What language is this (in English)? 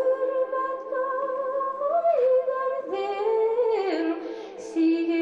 Bashkir